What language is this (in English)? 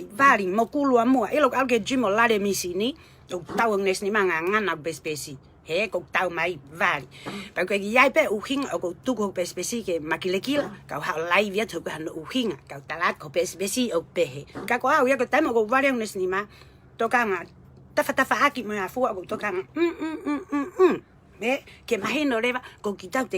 Tongan